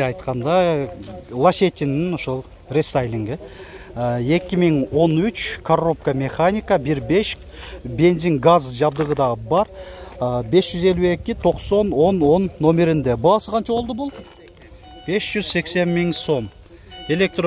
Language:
Kyrgyz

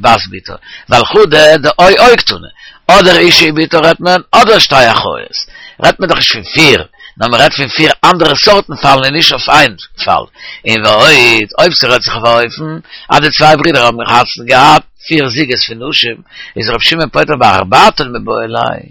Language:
Yiddish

